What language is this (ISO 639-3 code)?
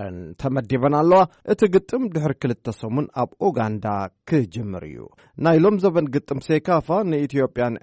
tir